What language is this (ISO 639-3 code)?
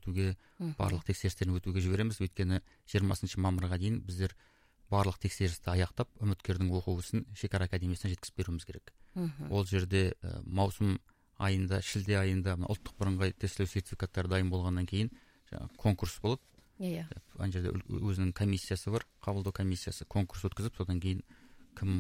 kaz